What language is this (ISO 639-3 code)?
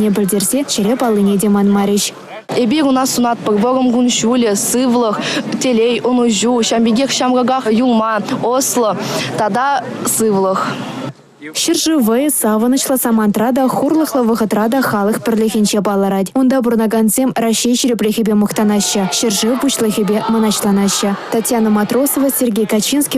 chv